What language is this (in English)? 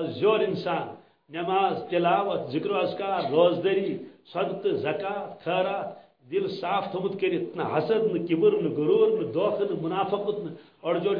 Kashmiri